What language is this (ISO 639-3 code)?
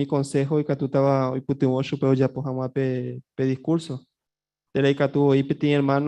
grn